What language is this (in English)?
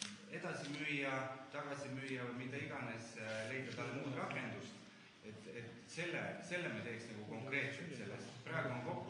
Estonian